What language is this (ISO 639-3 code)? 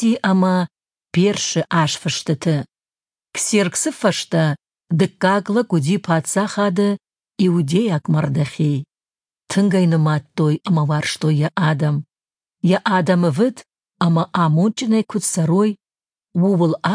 oss